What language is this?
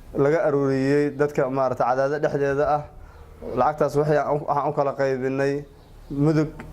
Somali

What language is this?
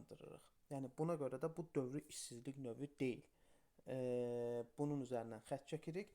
Azerbaijani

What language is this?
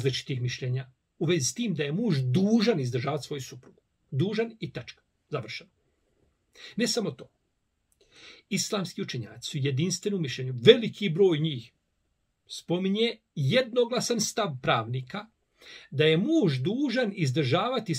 Bosnian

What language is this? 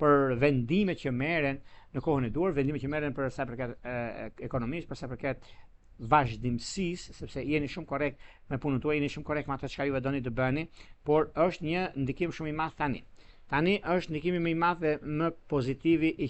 Albanian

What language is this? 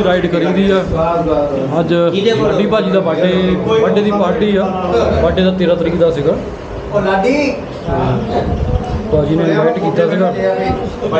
Punjabi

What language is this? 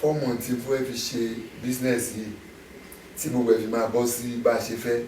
Yoruba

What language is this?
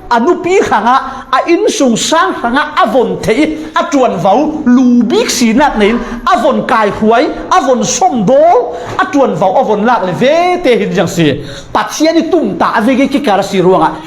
Falam Chin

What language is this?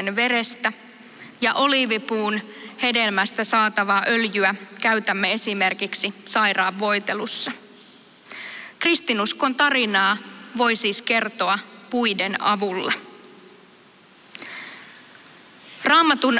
Finnish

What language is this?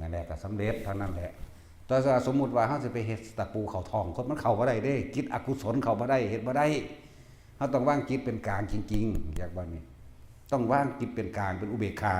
Northeastern Thai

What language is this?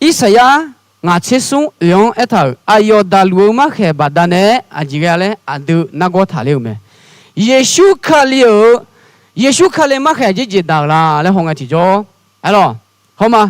Akha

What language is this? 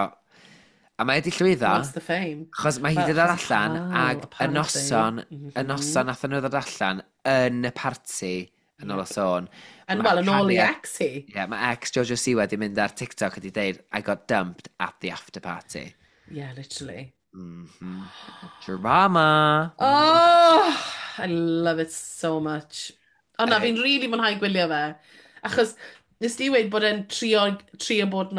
Welsh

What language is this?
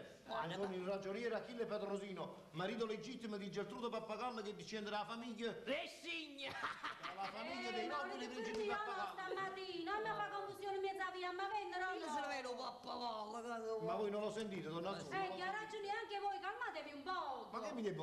Neapolitan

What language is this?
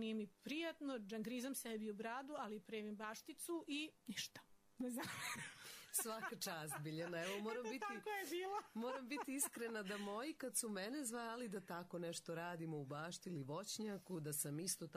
Serbian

